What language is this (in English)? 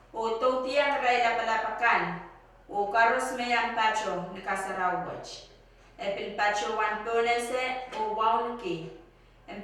Pohnpeian